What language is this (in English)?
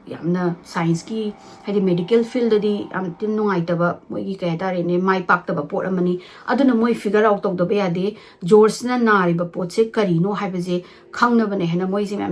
Manipuri